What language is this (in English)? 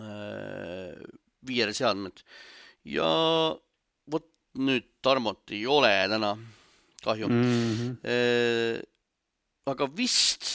Estonian